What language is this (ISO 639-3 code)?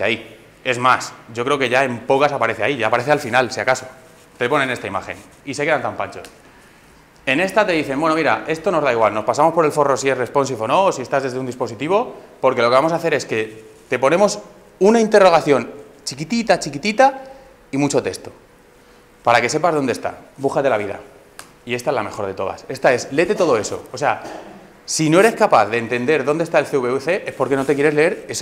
spa